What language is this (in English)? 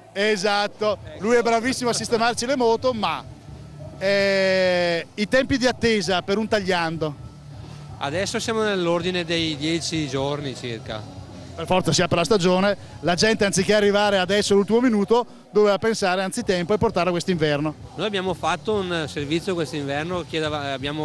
Italian